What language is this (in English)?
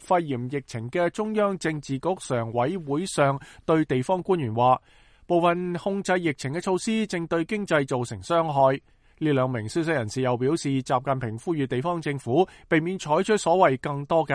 Cantonese